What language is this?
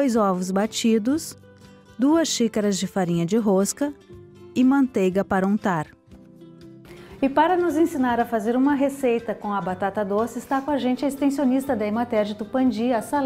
Portuguese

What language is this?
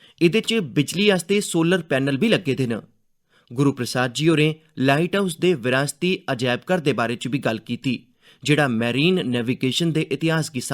Dogri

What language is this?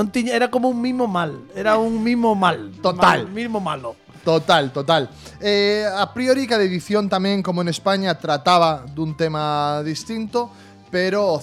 Galician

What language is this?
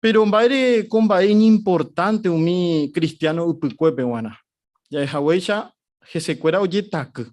Guarani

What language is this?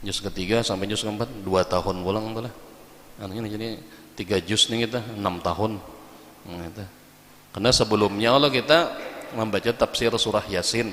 Banjar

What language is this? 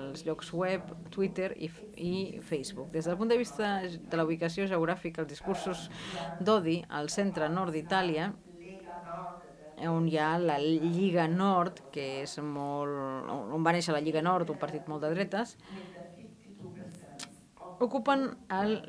Catalan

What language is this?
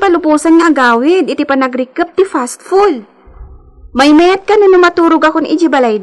Iloko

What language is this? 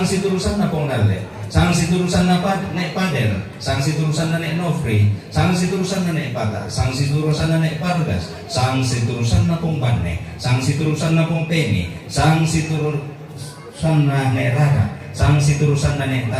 Toraja-Sa'dan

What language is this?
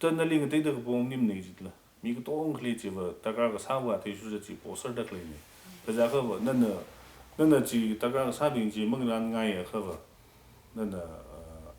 Tangkhul Naga (India)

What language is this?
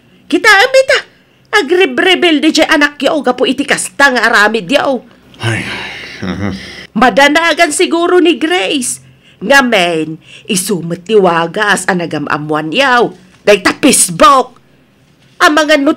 Iloko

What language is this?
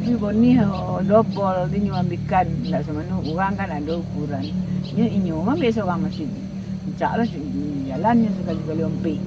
Minangkabau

